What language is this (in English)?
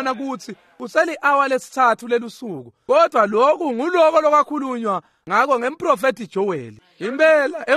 Swati